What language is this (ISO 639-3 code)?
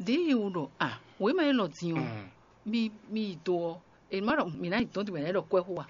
fon